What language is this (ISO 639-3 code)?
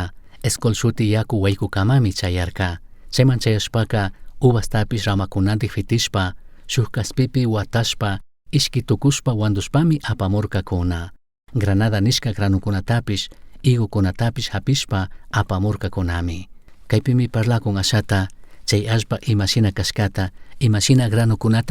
qug